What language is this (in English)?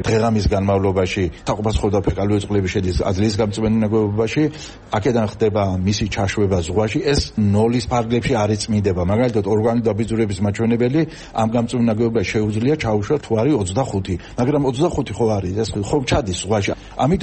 Georgian